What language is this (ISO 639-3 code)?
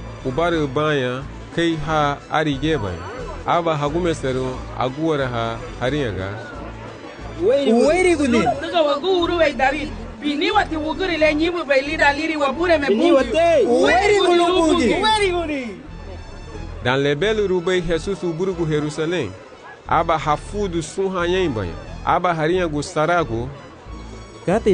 cab